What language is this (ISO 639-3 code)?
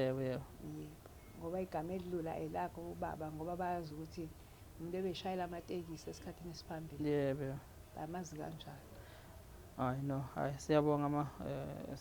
zul